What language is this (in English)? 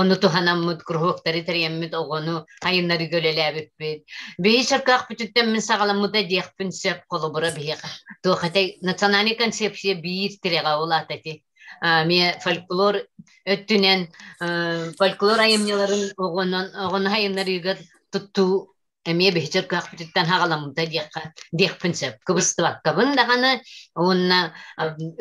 Yakut